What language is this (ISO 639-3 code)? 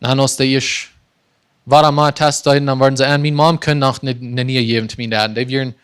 pdt